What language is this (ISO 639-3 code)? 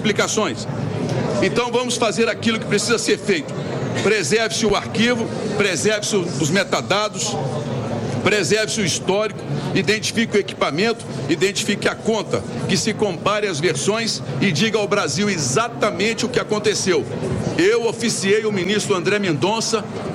por